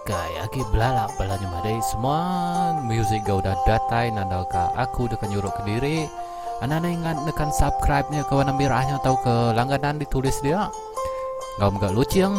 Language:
Iban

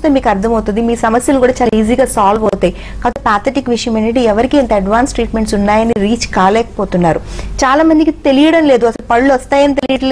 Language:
Telugu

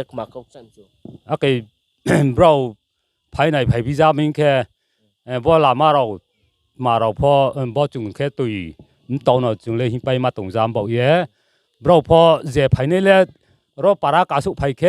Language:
Riang (India)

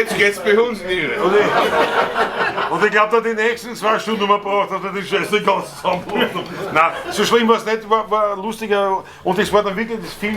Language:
Bavarian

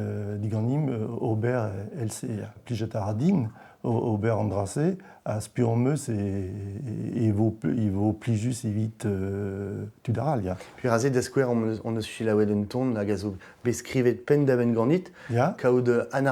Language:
Breton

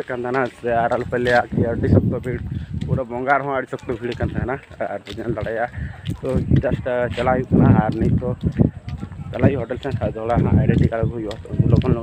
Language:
Santali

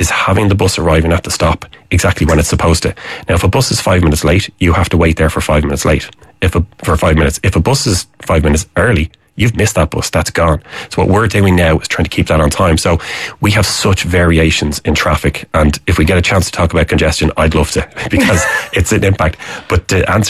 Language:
English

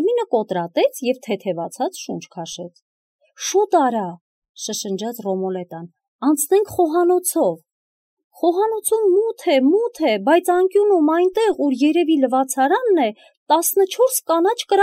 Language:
Armenian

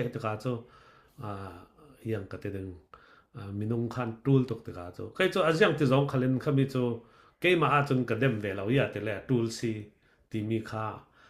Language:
Falam Chin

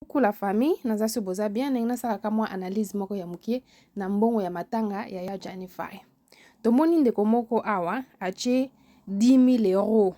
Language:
Lingala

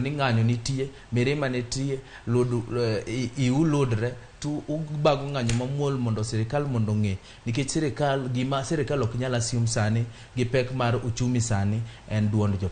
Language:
Luo (Kenya and Tanzania)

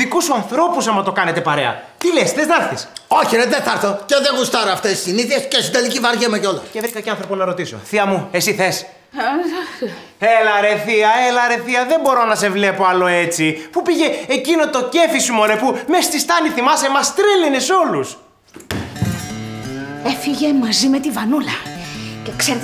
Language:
Greek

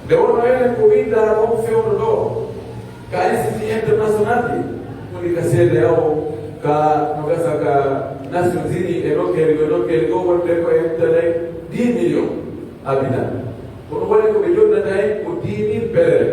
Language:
Pular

